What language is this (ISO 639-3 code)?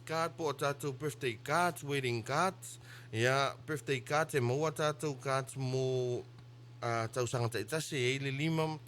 smo